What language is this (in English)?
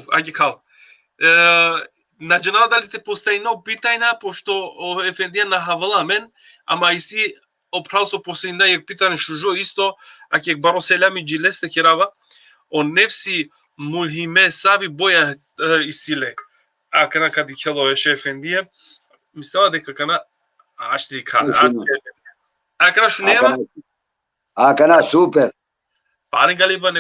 Balkan Romani